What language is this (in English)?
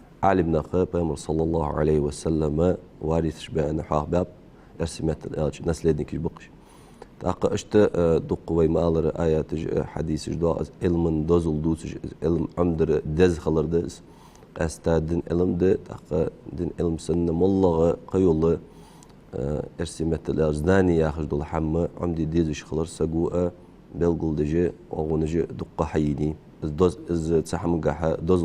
Ingush